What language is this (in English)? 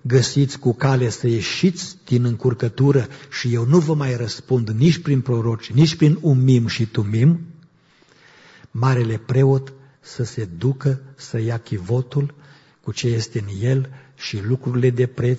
Romanian